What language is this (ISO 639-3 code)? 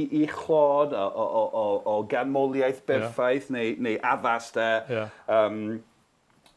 cym